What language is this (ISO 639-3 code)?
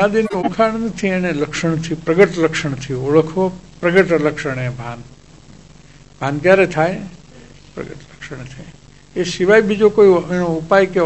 guj